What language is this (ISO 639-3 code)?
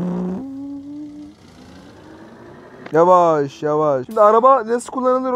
tur